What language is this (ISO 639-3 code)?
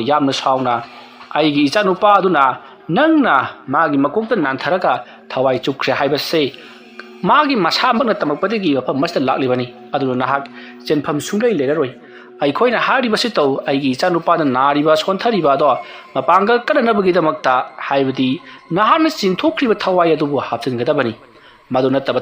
mni